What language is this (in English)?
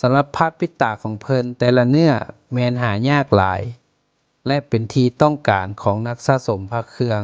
Lao